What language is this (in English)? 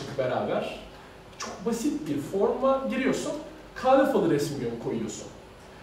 Turkish